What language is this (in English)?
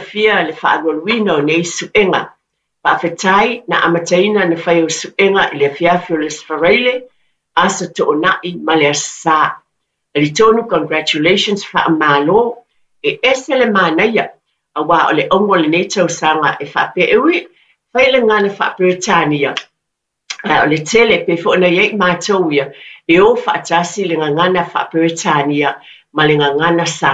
Samoan